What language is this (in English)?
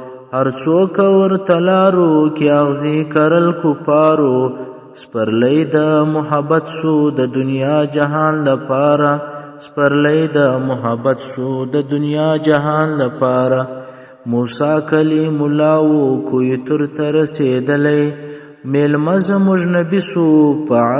Pashto